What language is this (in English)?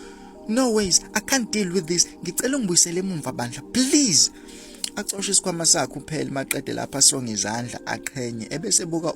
Zulu